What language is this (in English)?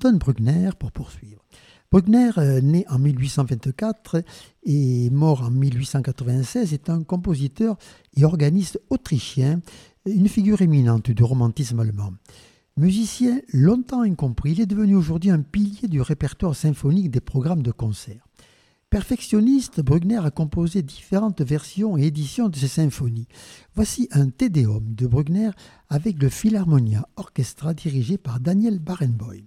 French